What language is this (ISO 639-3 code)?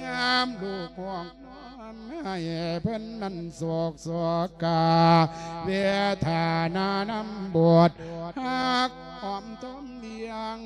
lao